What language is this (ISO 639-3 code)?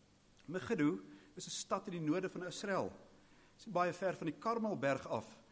afr